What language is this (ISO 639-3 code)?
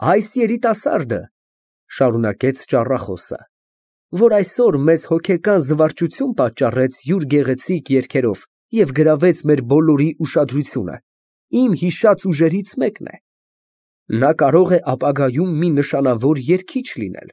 hye